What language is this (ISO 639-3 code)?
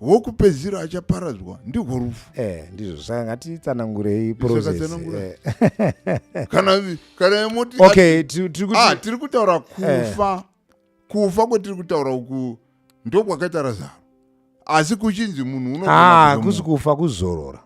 sna